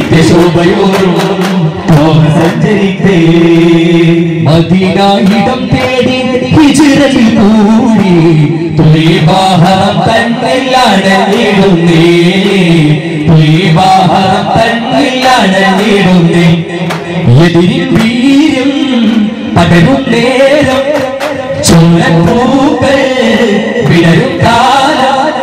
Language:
Malayalam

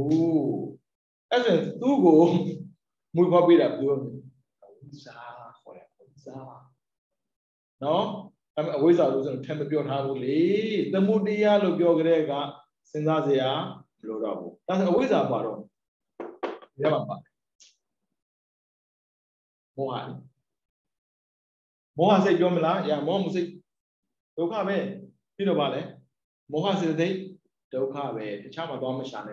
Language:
Burmese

